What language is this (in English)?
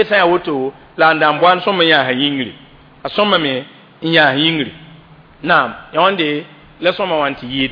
Mossi